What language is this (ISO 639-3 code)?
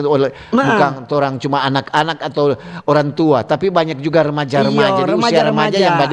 xmm